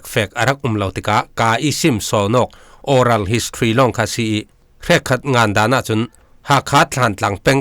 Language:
Falam Chin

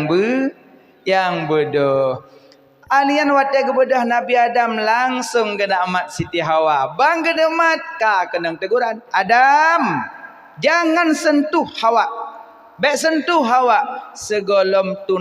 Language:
Achinese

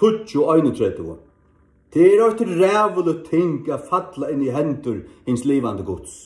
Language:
Faroese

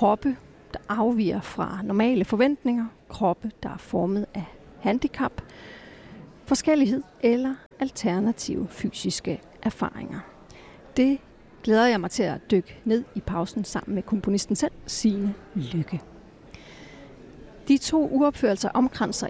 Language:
Danish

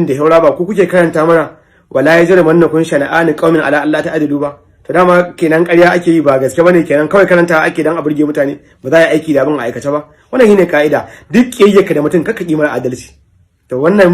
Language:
Hausa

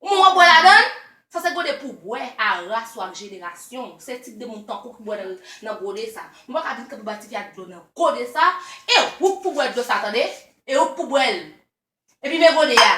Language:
Haitian Creole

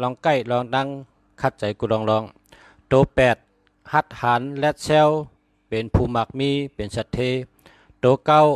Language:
Shan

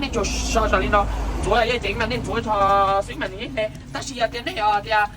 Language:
Hmong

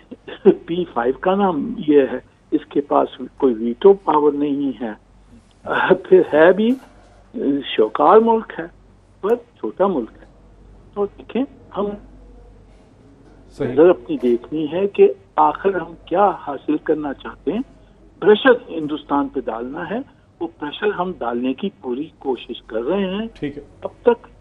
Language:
Urdu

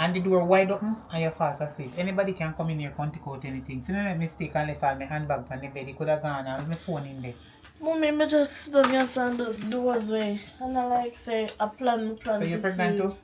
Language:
Jamaican Creole English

